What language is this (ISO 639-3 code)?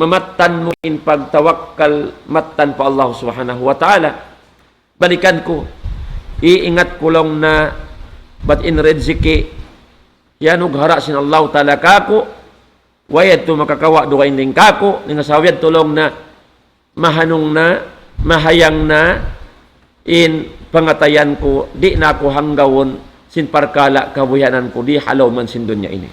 tsg